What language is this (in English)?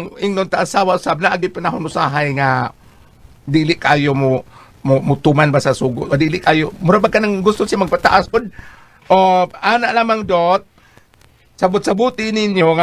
Cebuano